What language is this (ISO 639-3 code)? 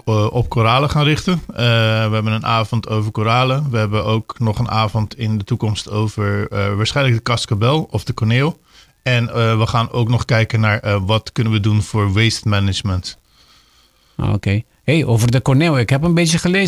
pap